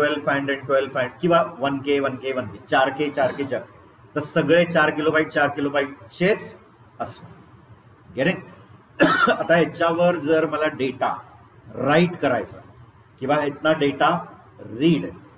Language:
Marathi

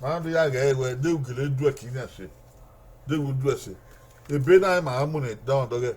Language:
Bini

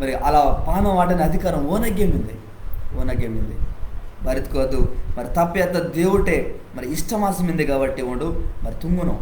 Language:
Koya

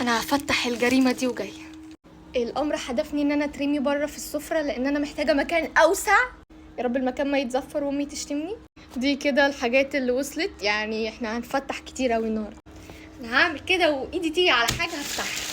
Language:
Egyptian Arabic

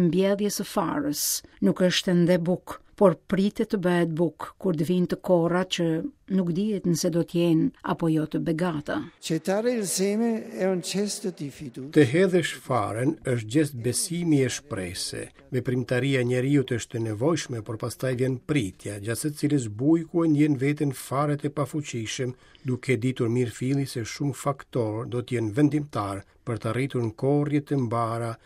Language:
Albanian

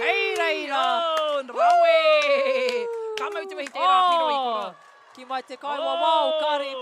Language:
Māori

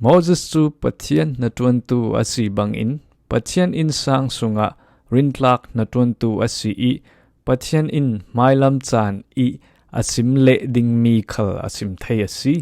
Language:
Falam Chin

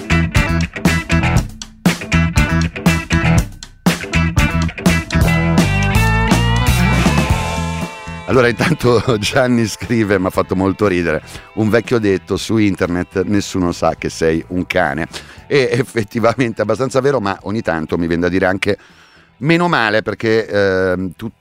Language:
Italian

